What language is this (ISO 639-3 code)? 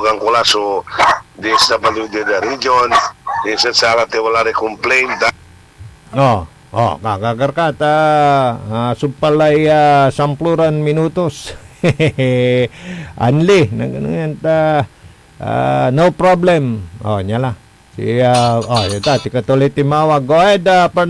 pag